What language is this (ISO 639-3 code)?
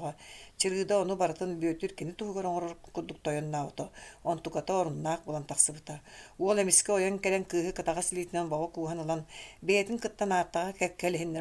sah